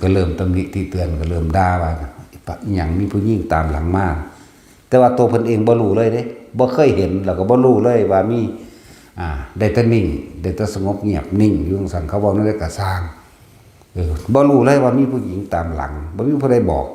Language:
Northeastern Thai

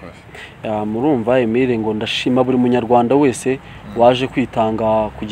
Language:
Kinyarwanda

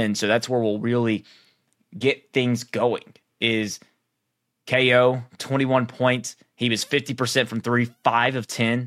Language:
English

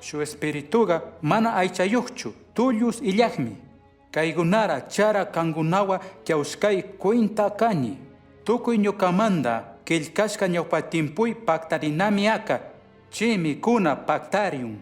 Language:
Chimborazo Highland Quichua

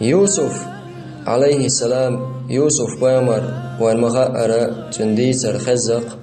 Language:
Chechen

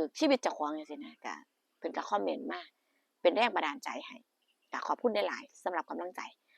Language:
Northeastern Thai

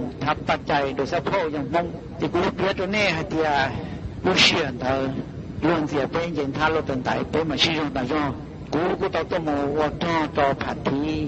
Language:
Hmong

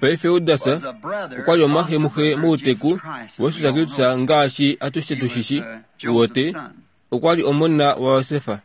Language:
Kuanyama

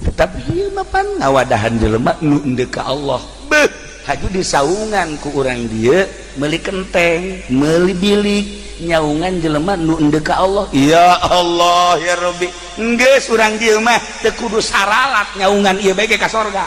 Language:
Sundanese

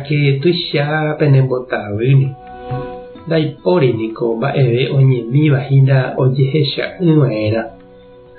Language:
Guarani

